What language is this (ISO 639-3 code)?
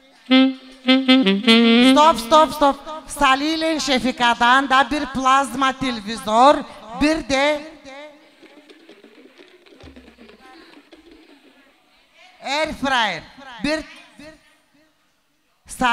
tur